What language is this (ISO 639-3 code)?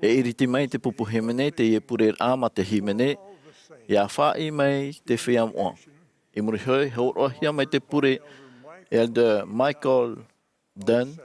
tah